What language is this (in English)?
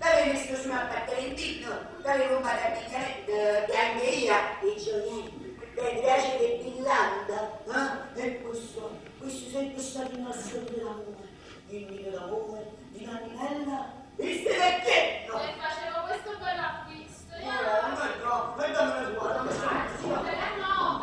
Neapolitan